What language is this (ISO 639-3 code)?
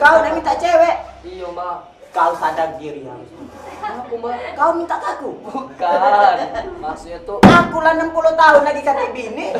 mui